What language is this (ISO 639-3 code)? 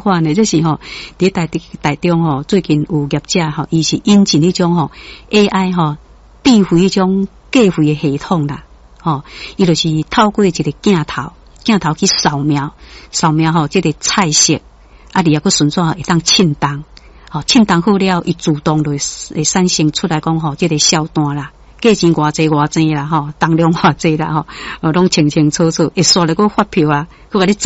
nan